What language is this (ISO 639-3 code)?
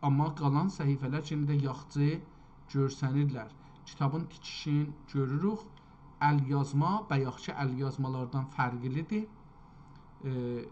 azb